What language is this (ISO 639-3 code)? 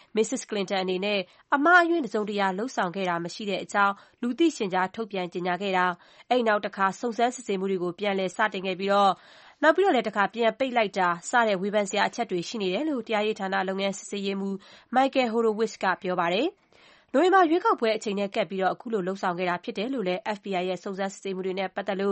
mya